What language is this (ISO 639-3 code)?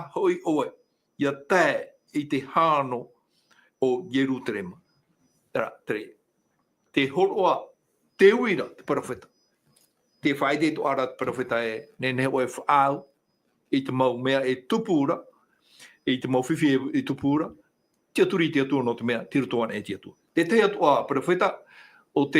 tah